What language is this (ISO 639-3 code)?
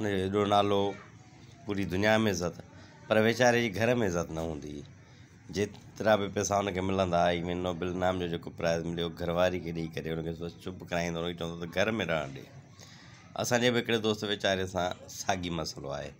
snd